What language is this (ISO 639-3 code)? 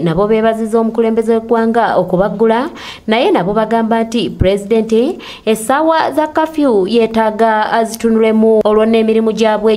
lug